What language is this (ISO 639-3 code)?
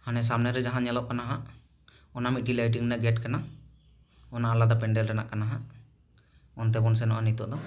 sat